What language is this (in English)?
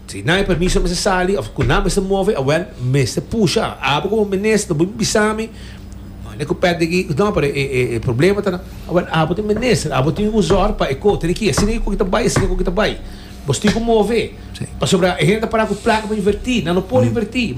Papiamento